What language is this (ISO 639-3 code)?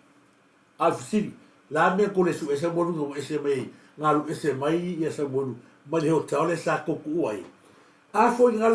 smo